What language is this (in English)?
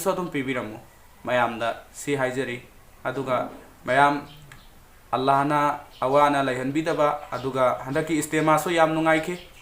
Manipuri